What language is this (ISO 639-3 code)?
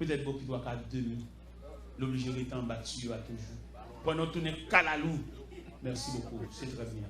hat